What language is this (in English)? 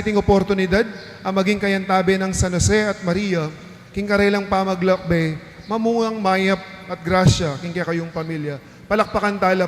Pampanga